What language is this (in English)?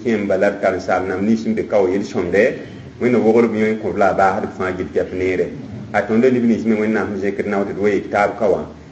Mossi